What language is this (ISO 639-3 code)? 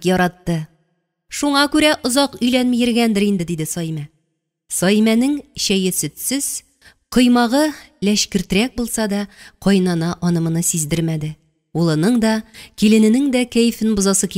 tat